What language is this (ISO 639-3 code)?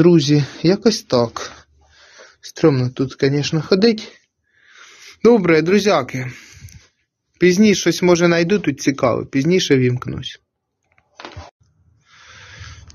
ukr